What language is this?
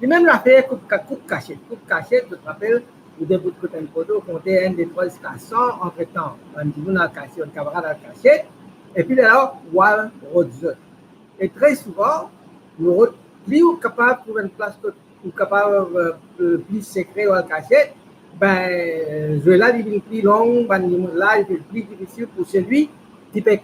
Morisyen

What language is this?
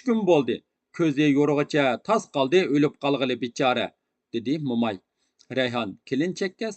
Uyghur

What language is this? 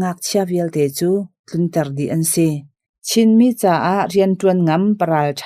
Hakha Chin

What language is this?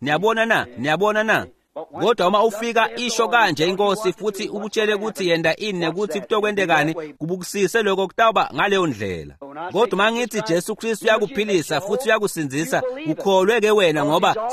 Swati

